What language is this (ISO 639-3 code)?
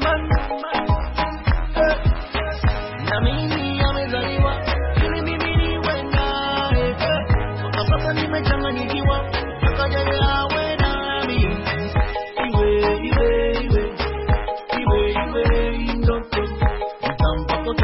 swa